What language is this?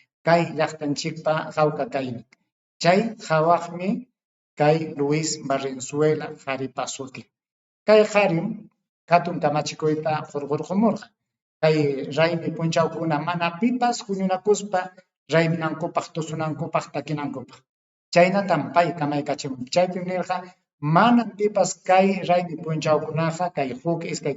Ayacucho Quechua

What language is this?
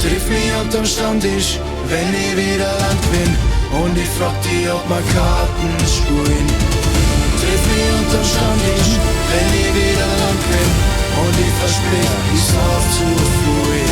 Bavarian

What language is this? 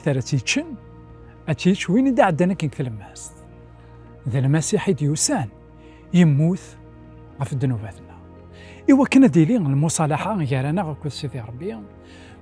Kabyle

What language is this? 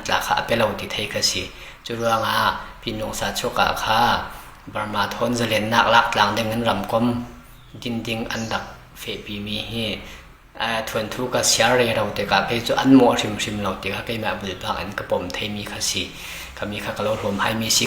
Falam Chin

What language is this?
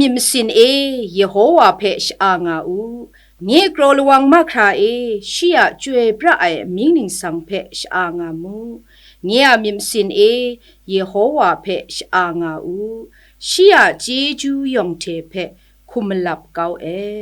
Kachin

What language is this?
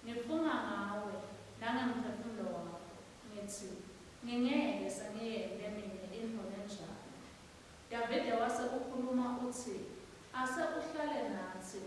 Swati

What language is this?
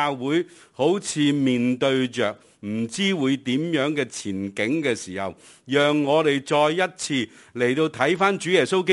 Cantonese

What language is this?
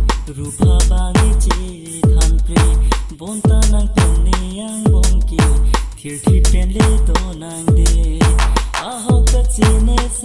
Karbi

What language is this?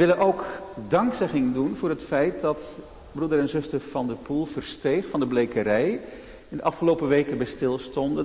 Dutch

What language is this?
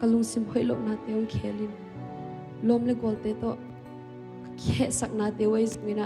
Tedim Chin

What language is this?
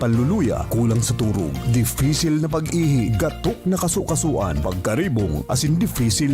Bikol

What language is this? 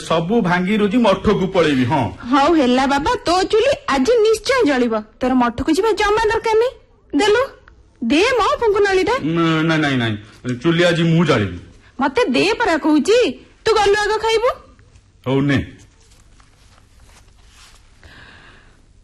Odia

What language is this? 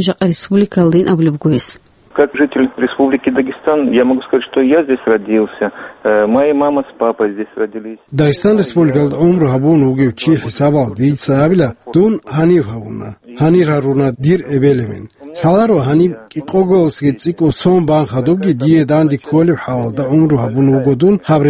Avaric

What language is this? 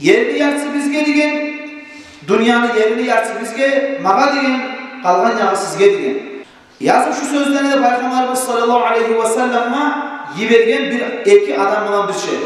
Kumyk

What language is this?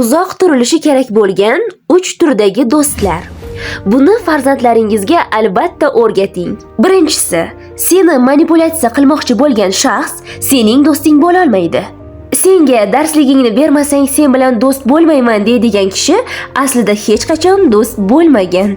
Uzbek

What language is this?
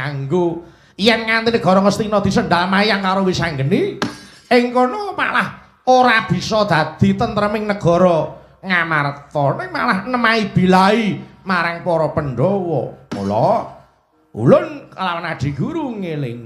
Javanese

